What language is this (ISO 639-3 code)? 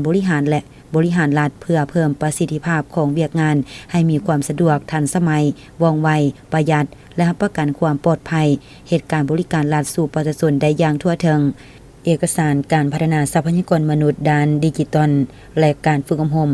lao